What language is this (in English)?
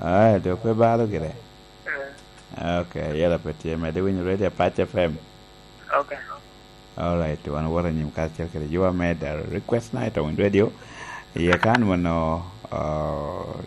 Lango (Uganda)